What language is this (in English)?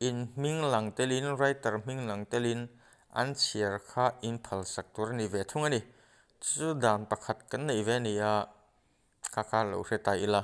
Mizo